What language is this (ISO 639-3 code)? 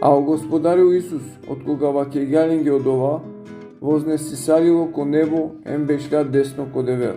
rmn